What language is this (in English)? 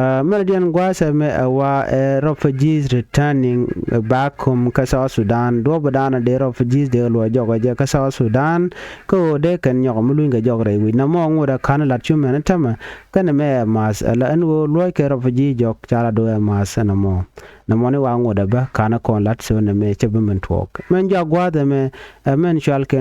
Nuer